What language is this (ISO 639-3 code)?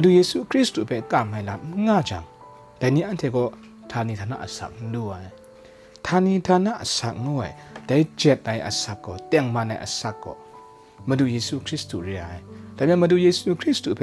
kac